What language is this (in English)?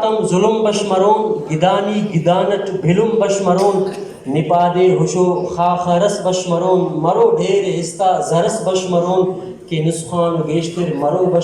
Brahui